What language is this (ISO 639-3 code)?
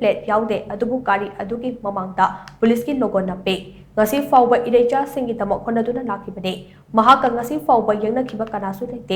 mni